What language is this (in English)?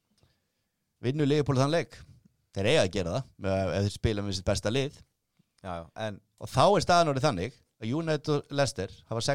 Icelandic